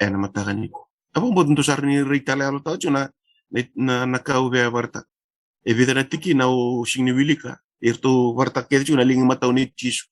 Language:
Fijian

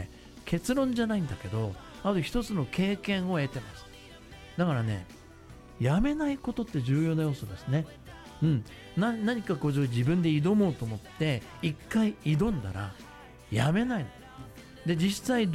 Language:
Japanese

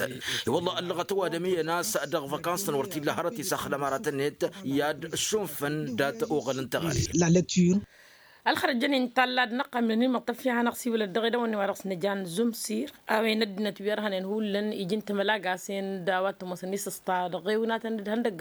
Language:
Tamasheq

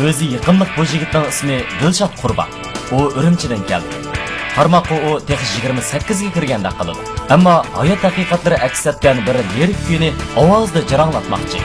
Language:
Uyghur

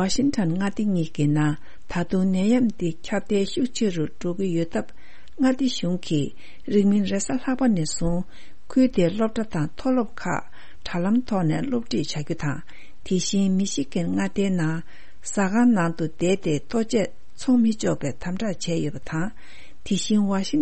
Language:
Tibetan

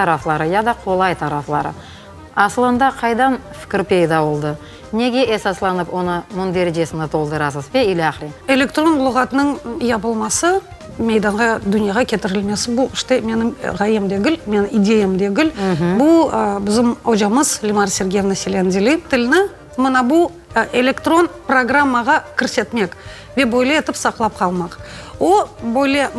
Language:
Crimean Tatar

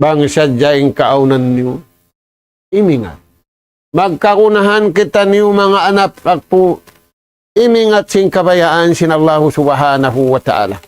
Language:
Tausug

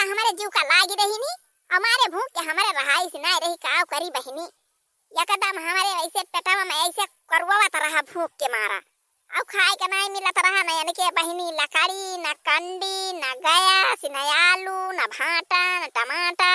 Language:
Awadhi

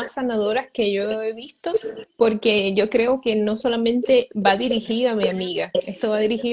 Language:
Spanish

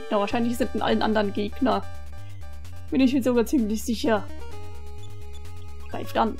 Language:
German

